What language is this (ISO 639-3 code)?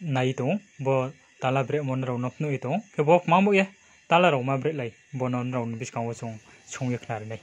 ria